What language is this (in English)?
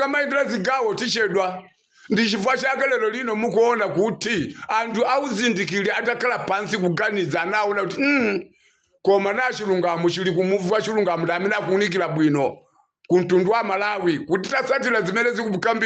Nyanja